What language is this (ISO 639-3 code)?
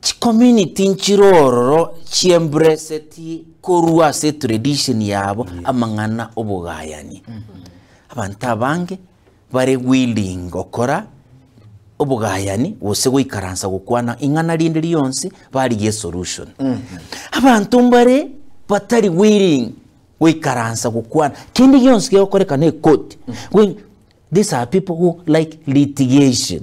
guz